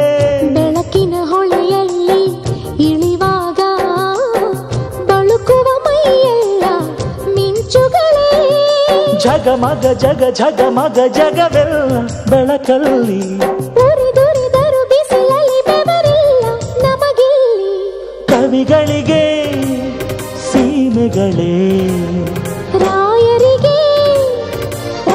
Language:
Kannada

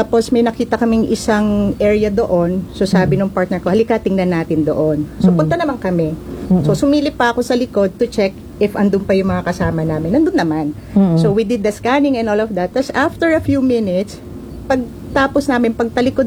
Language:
Filipino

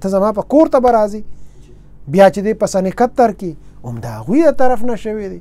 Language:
Pashto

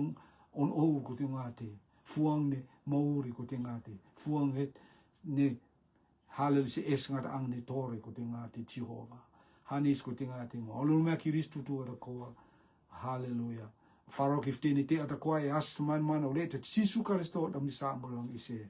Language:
Rotuman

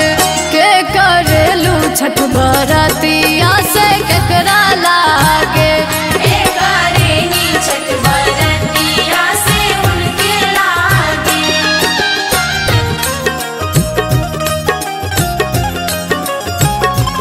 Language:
Bhojpuri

